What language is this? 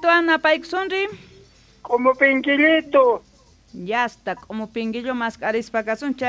South Bolivian Quechua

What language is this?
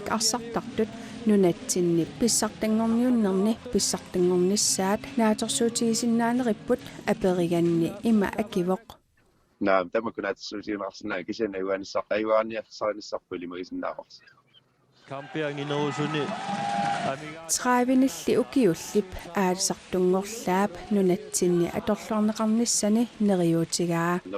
Kalaallisut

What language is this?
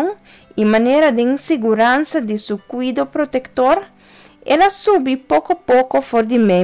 Papiamento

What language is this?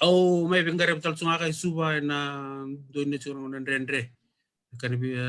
Fijian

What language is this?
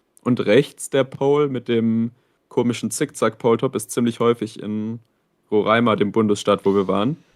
Swiss German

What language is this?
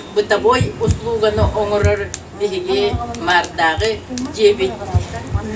Yakut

